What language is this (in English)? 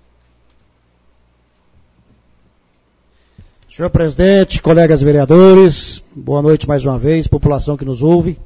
Portuguese